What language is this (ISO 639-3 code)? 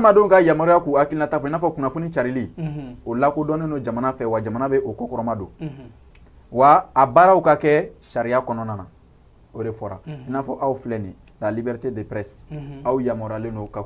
bam